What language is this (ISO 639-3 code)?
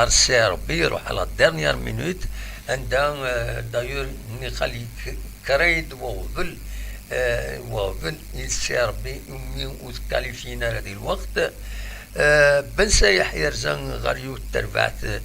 kab